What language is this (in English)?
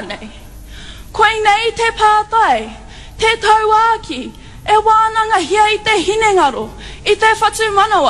Māori